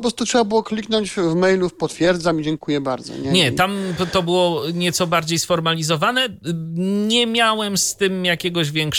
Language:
Polish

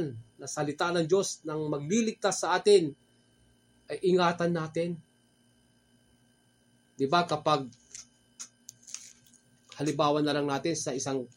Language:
Filipino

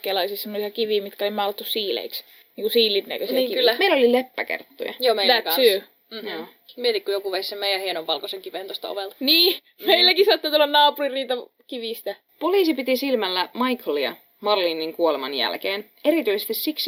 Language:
Finnish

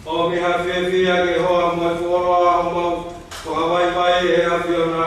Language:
Tongan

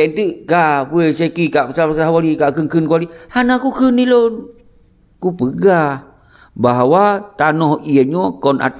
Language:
Achinese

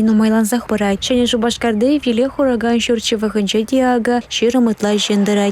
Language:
Chuvash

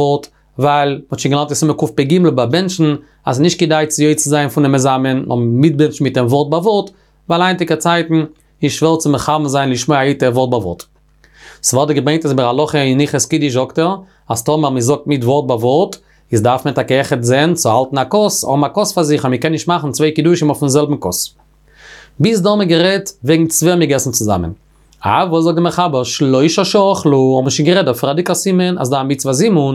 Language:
Yiddish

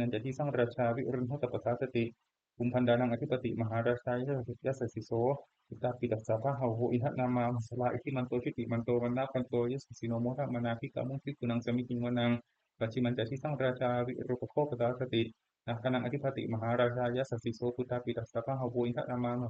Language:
Pali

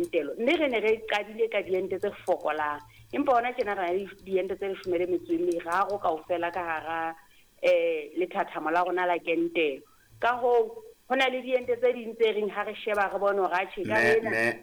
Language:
Southern Sotho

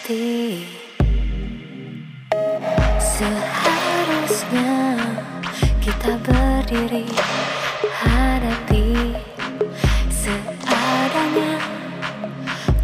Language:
Indonesian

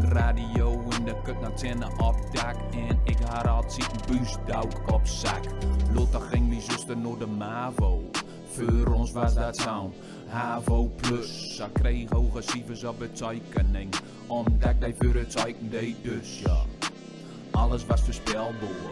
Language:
Gronings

